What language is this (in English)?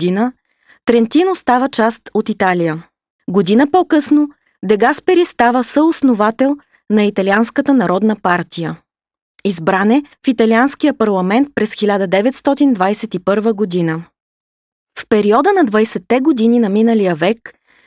Bulgarian